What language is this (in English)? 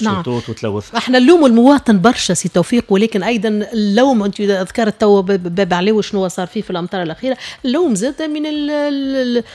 Tunisian Arabic